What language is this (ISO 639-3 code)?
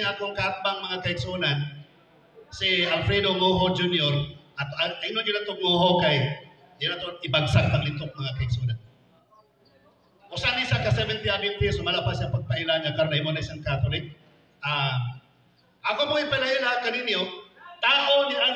ceb